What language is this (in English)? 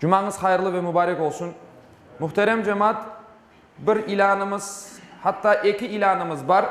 Crimean Tatar